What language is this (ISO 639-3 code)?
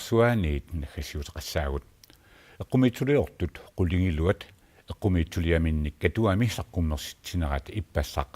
kal